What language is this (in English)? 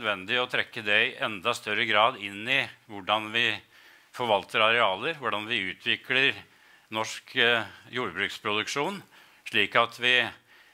Norwegian